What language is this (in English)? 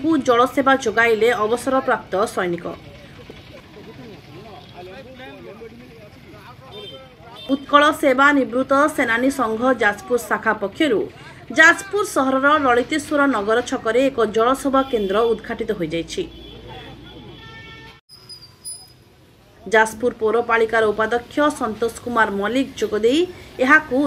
Odia